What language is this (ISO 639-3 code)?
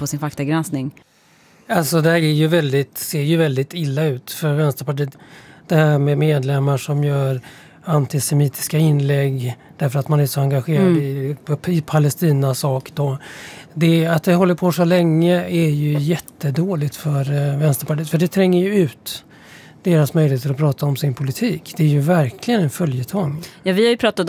swe